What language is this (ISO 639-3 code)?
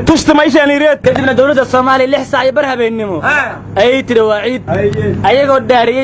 som